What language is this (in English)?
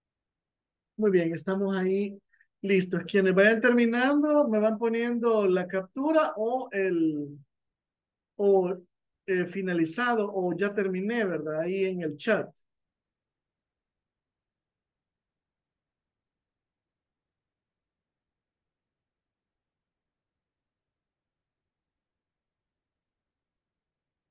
Spanish